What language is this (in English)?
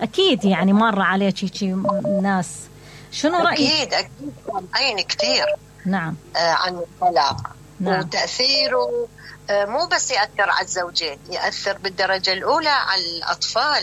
Mesopotamian Arabic